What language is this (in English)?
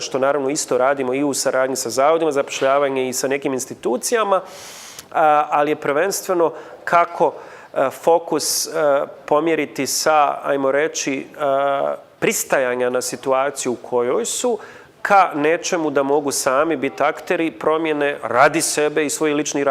Bosnian